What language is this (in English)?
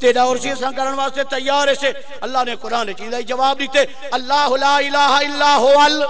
Saraiki